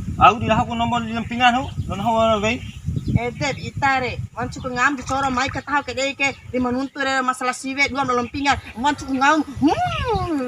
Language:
Bima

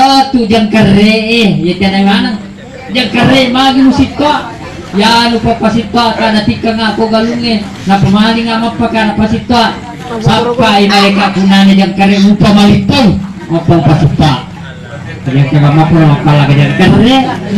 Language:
Buginese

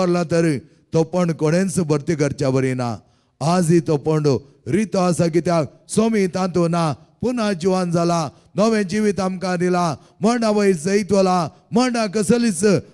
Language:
Konkani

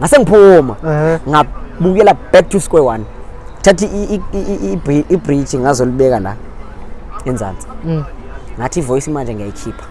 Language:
Zulu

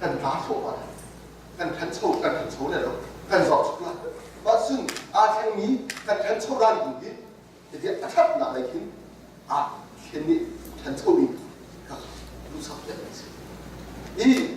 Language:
Hakha Chin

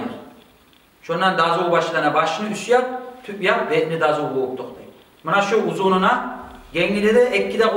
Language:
Kumyk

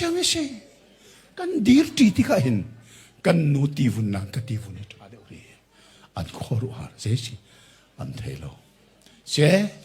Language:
Hakha Chin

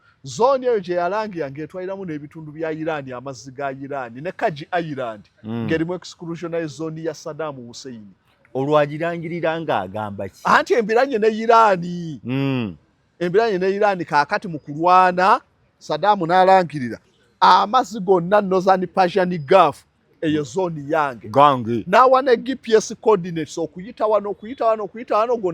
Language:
Ganda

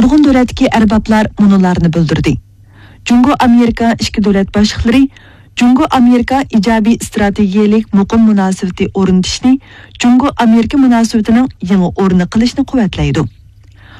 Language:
Uyghur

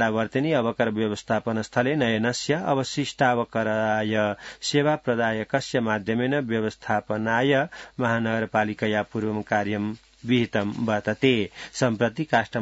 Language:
Sanskrit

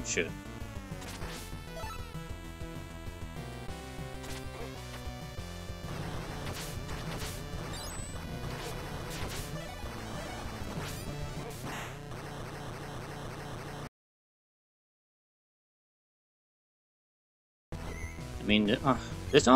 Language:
English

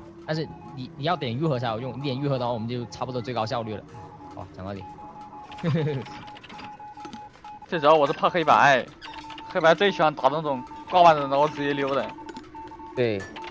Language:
Chinese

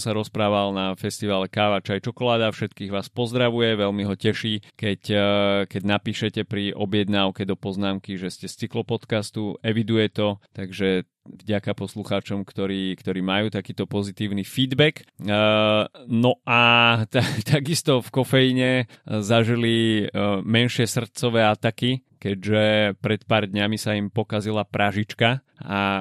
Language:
Slovak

